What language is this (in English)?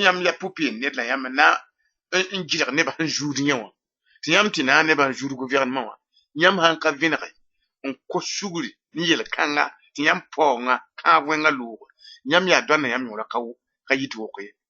Mossi